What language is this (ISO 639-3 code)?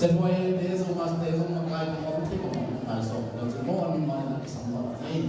ctd